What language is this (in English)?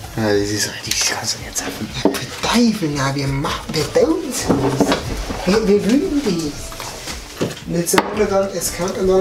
Bavarian